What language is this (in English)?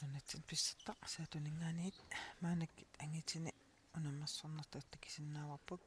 Kalaallisut